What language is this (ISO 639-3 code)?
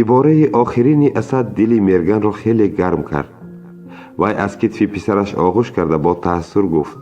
tgk